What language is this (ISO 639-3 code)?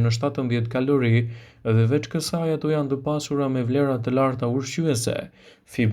sqi